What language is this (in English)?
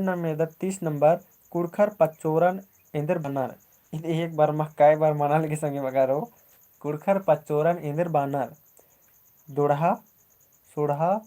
Kurukh